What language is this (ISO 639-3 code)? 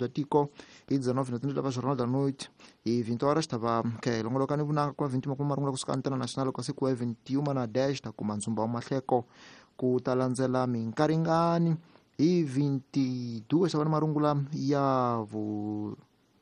tso